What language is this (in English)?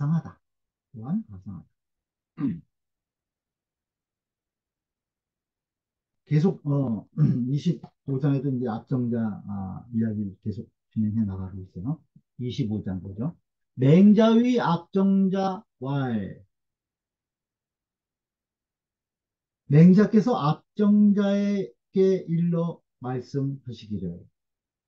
Korean